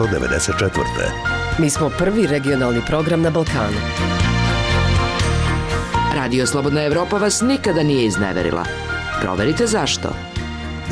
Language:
Serbian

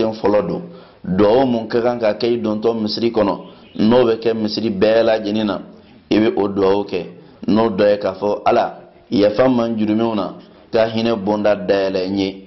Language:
Bambara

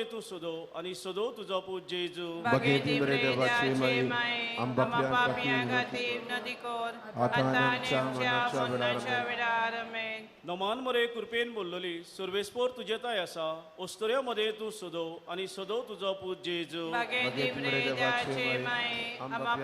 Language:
Konkani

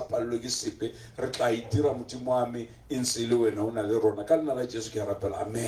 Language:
Tswana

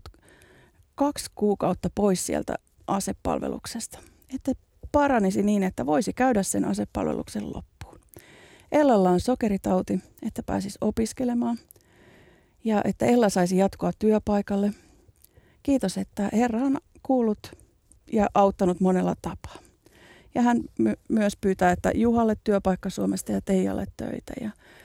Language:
Finnish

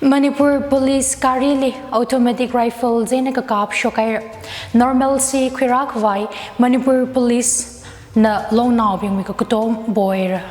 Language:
Tangkhul Naga (India)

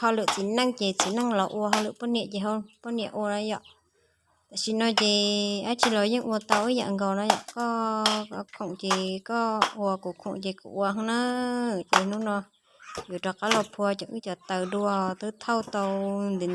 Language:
Hmong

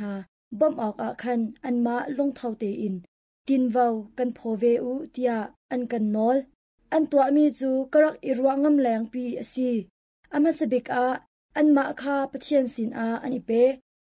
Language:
Hakha Chin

